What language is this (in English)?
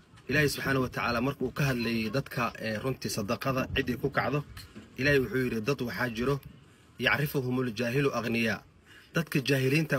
Somali